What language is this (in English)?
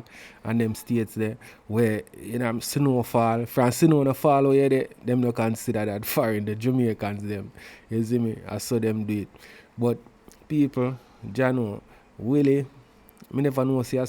Jamaican Creole English